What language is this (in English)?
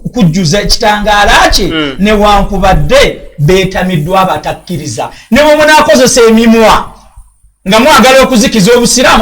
Ganda